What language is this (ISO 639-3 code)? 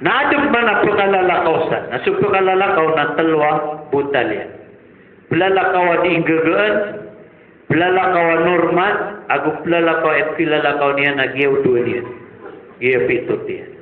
mrw